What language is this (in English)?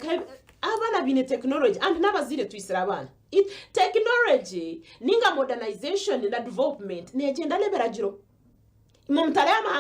Nyankole